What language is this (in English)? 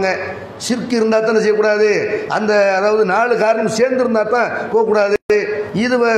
Tamil